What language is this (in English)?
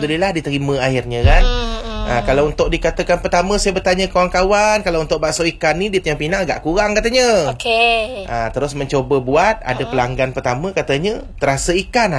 Malay